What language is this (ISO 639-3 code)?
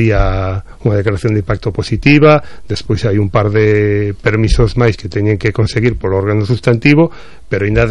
glg